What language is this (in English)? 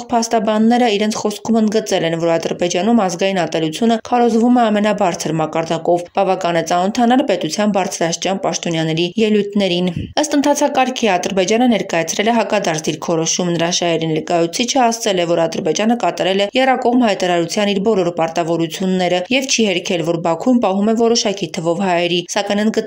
Armenian